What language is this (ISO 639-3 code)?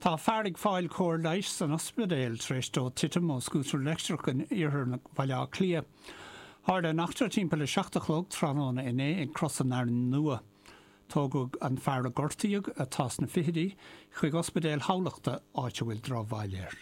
gle